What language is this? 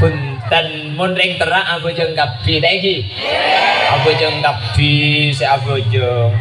Madurese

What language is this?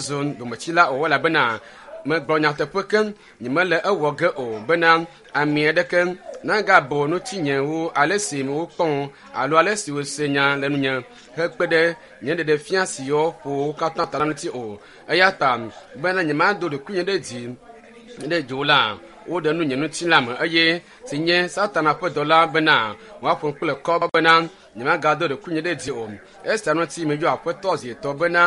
Ewe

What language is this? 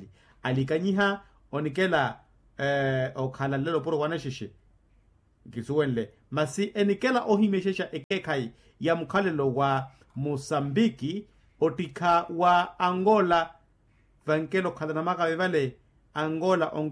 Makhuwa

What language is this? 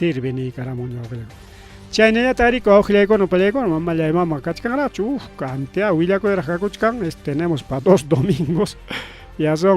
Ayacucho Quechua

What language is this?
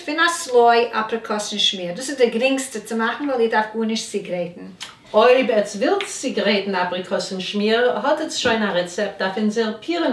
Yiddish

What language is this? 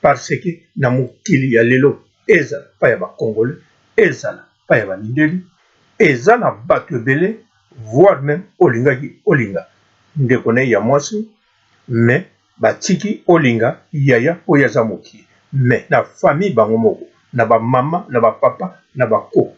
Lingala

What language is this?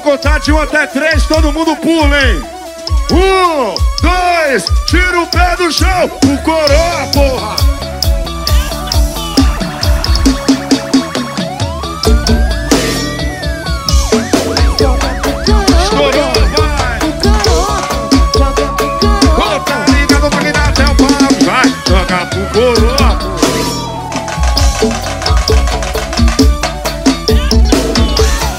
Portuguese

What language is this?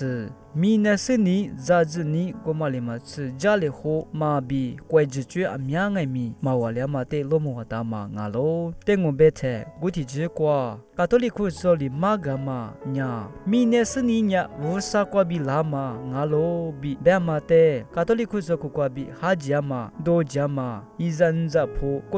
Lisu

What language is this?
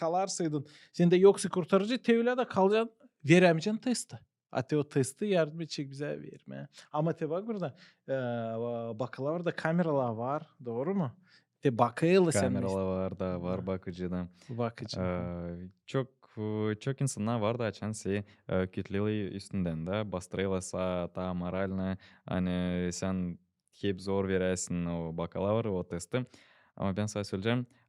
Gagauz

